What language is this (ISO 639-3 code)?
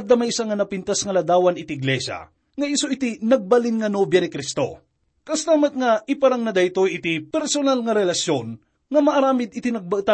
ilo